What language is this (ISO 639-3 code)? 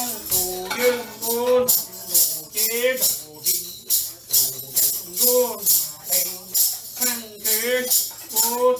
vie